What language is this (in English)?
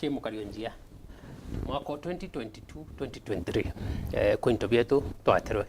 Meru